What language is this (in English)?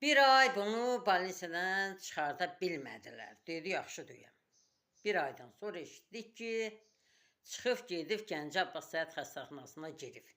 Azerbaijani